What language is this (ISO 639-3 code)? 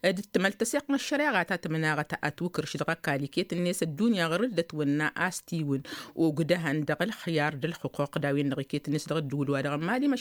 taq